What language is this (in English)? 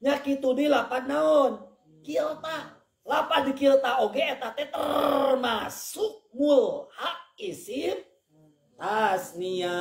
Sundanese